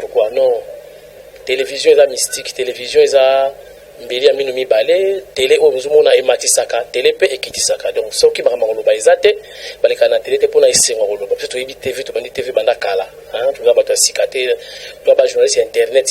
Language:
Lingala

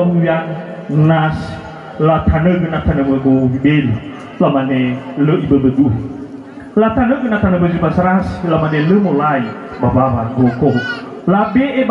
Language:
Nias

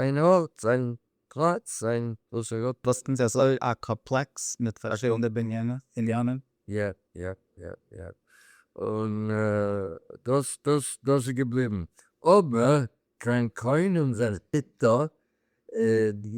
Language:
Yiddish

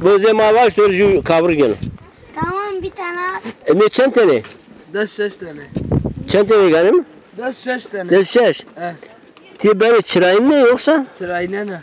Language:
Zaza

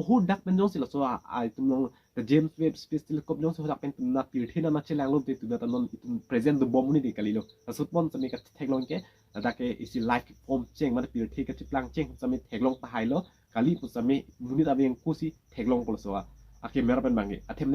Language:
Karbi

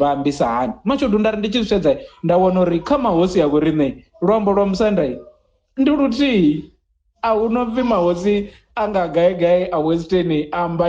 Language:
Venda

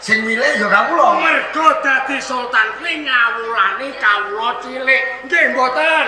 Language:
Javanese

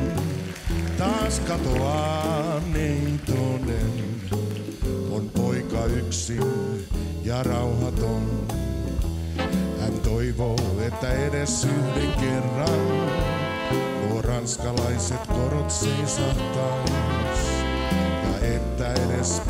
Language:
Finnish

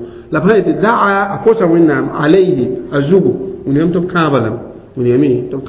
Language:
Mossi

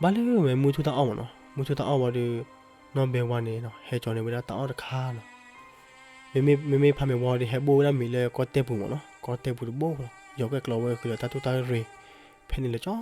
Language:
S'gaw Karen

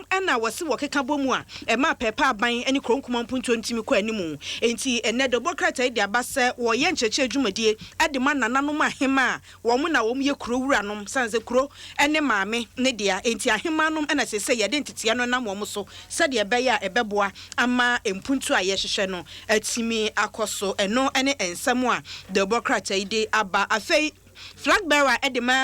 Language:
Akan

